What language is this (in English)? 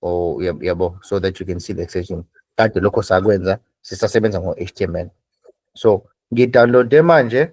Zulu